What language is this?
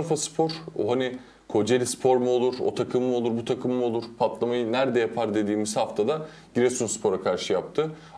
Turkish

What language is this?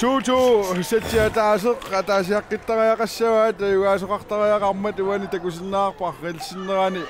Kalaallisut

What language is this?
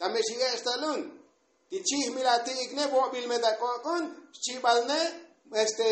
Tzotzil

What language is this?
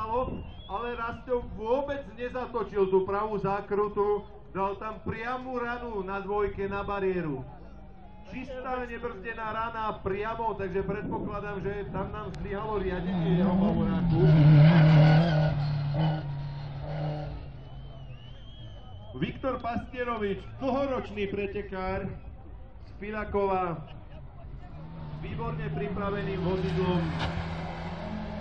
Slovak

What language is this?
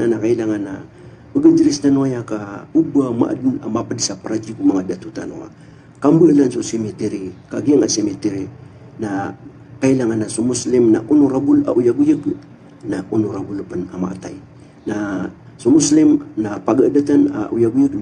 Maranao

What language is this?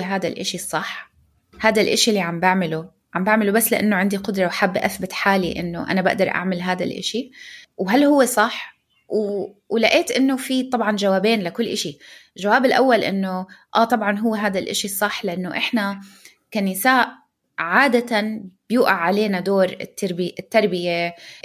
North Levantine Arabic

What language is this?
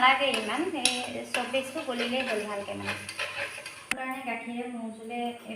Assamese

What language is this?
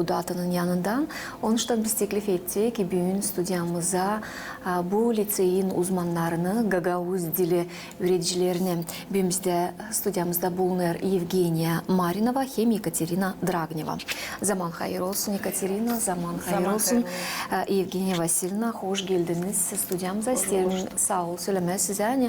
Gagauz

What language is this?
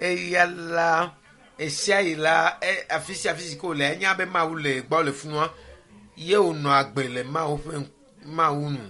Ewe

